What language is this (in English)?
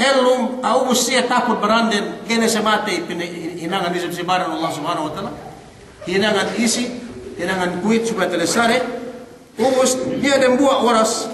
Yakan